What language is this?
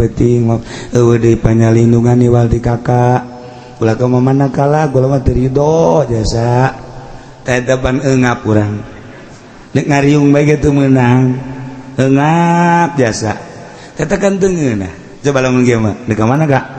Sundanese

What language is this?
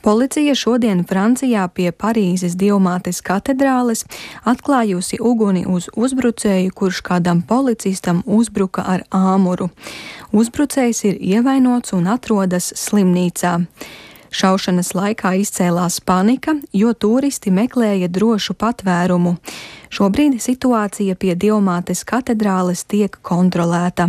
Latvian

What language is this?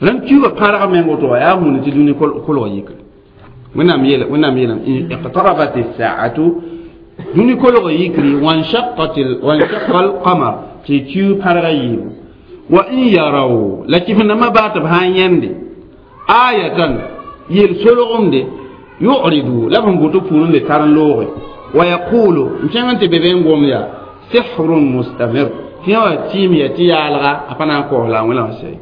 Mossi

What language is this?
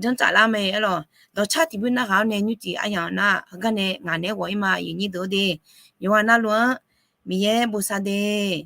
Akha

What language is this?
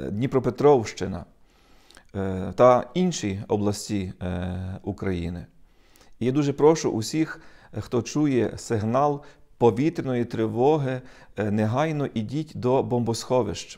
Ukrainian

